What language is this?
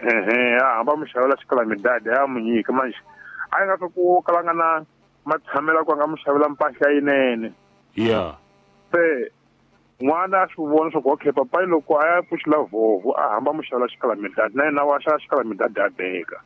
Tsonga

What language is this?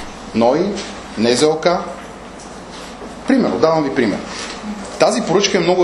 Bulgarian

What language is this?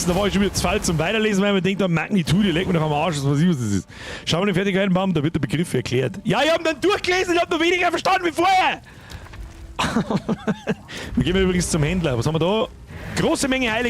Bavarian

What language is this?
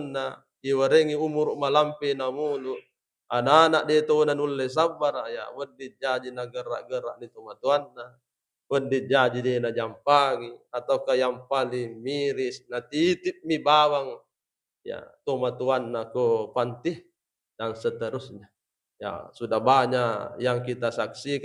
Buginese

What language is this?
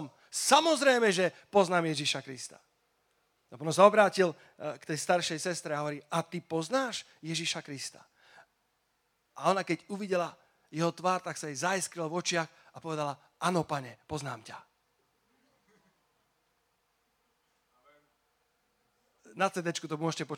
Slovak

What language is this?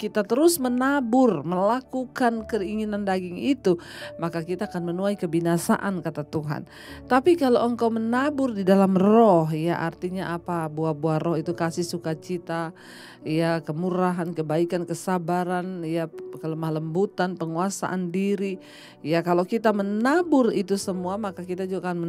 Indonesian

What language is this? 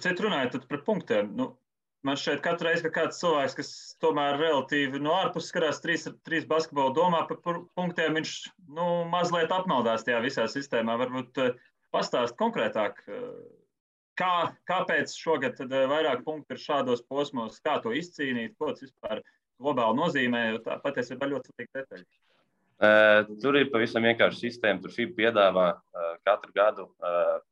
Latvian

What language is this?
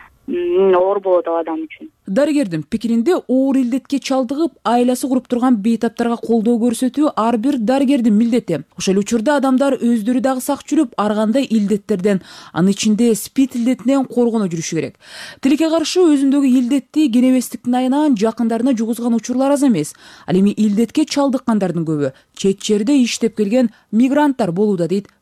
Kyrgyz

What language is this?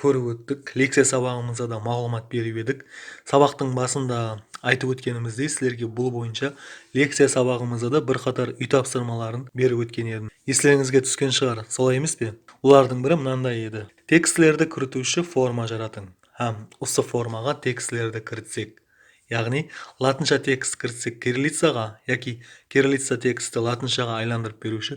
Kara-Kalpak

